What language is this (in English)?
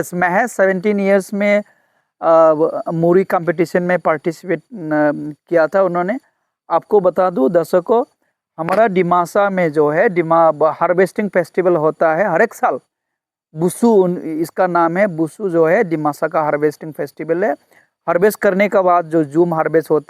Dimasa